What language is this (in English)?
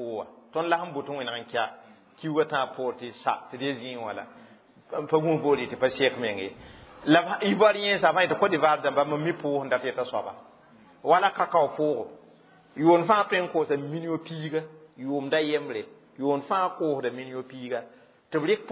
Mossi